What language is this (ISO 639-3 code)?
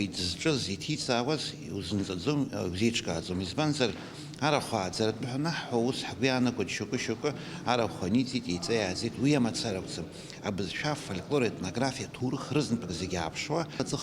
abk